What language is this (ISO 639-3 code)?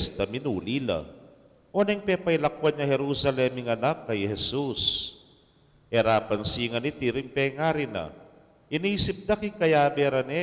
pam